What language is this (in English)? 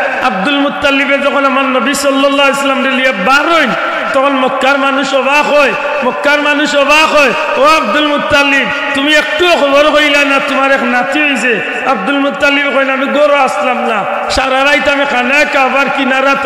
Sylheti